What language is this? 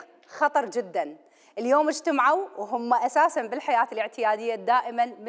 Mesopotamian Arabic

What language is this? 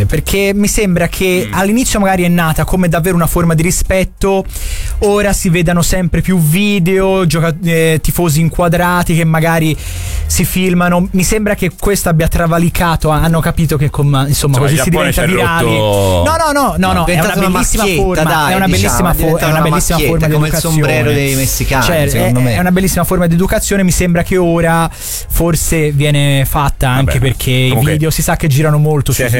Italian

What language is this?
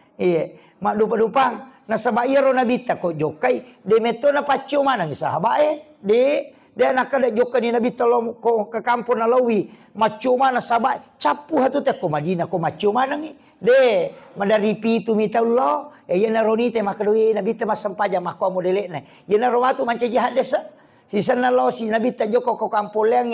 Buginese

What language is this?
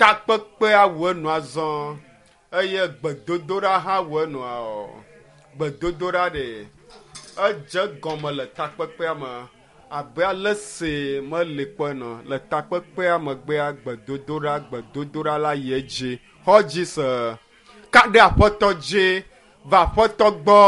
Ewe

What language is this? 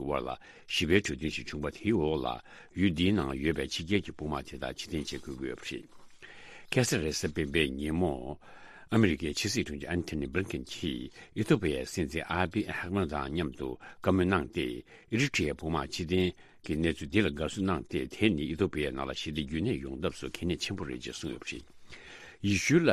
Tibetan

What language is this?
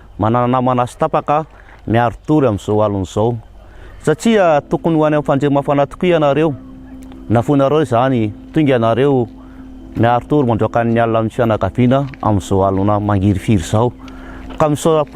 Malagasy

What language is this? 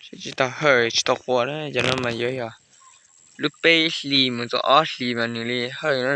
Hmong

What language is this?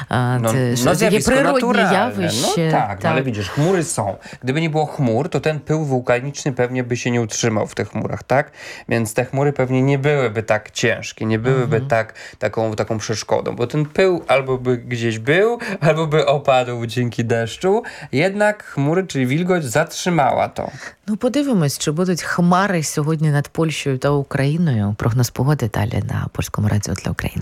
Polish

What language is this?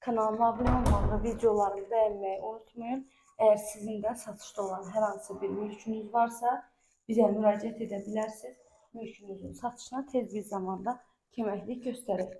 Azerbaijani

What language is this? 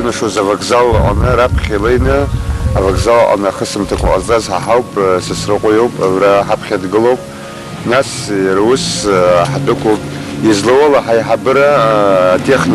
Abkhazian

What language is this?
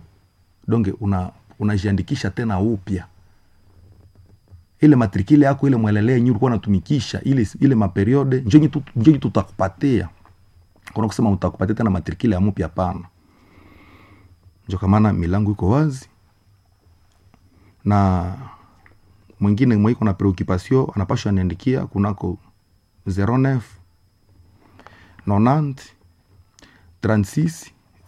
Swahili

